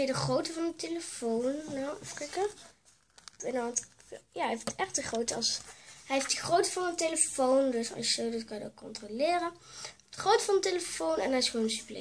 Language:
Dutch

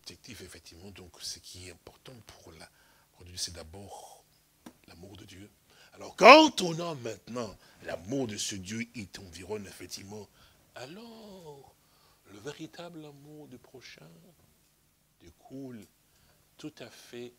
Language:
French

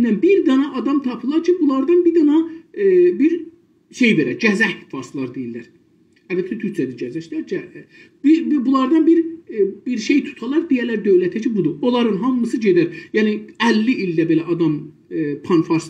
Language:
South Azerbaijani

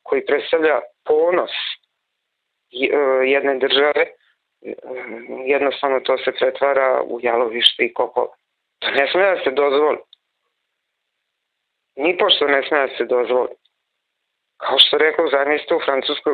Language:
Serbian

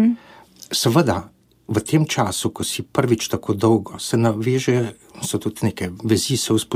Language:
Slovenian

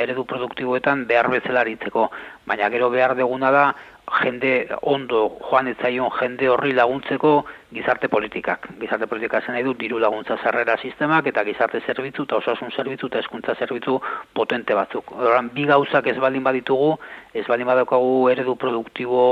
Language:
Basque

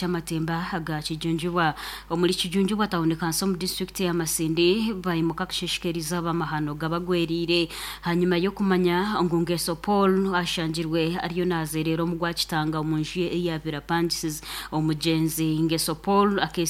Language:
Nyankole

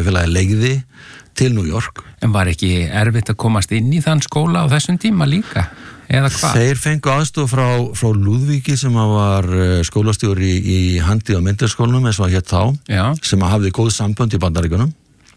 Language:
Icelandic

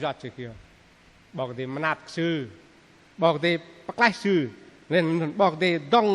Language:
Bahnar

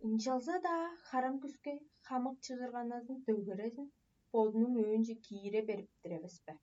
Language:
Tuvinian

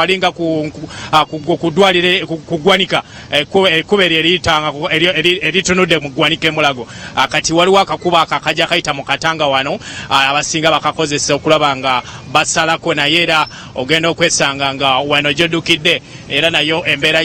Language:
Ganda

